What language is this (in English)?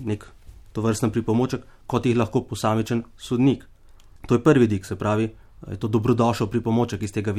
Slovenian